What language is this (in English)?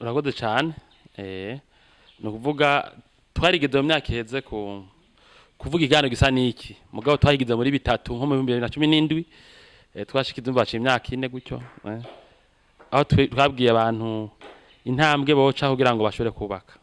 Rundi